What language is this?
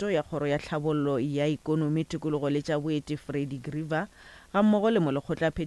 Northern Sotho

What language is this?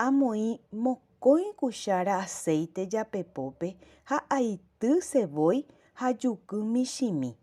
Guarani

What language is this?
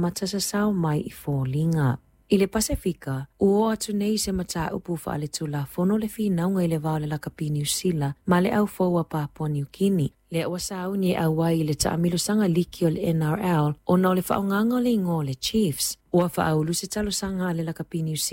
Samoan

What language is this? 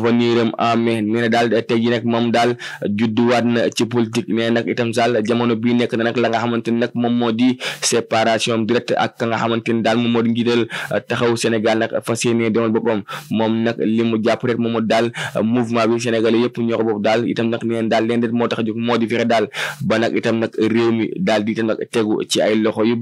Wolof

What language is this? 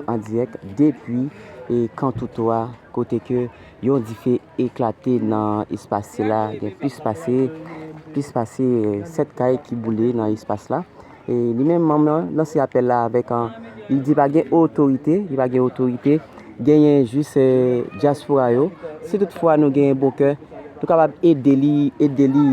Haitian Creole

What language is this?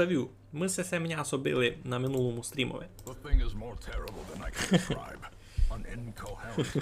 Rusyn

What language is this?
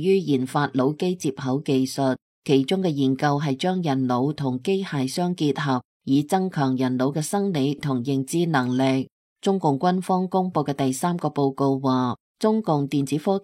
Cantonese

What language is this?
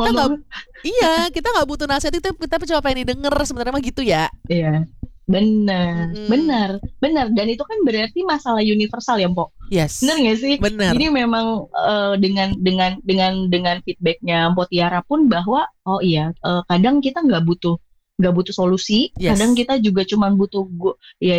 Indonesian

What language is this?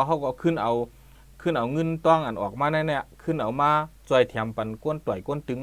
Shan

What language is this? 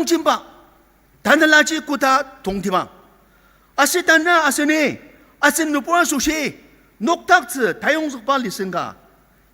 Ao Naga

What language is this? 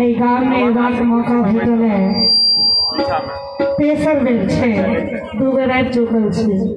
Maithili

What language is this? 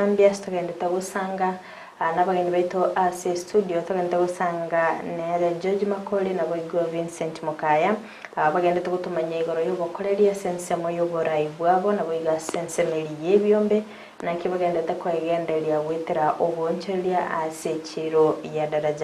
Gusii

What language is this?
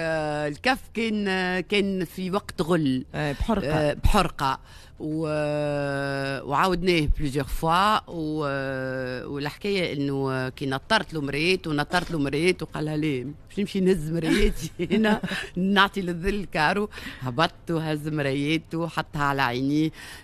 Tunisian Arabic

